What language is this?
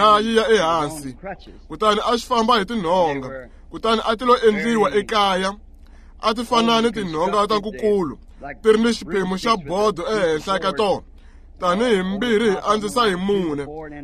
Tsonga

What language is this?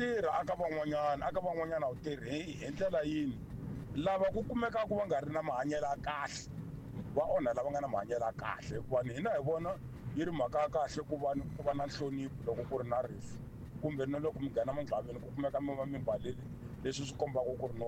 Tsonga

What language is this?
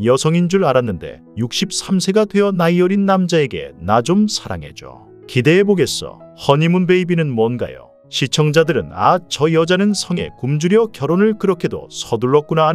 Korean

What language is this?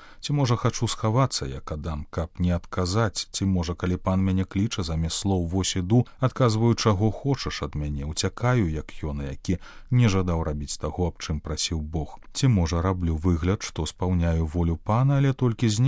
Belarusian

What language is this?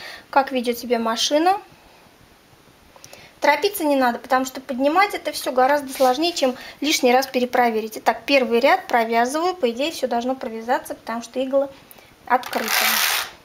Russian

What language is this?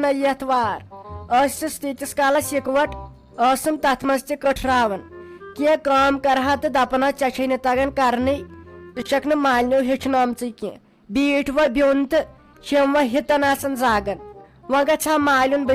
Kashmiri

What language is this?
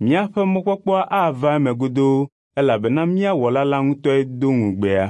Ewe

